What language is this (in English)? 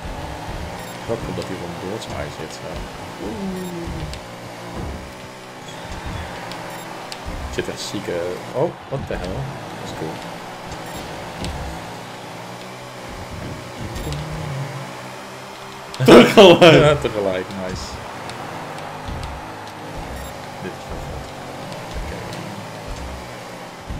Dutch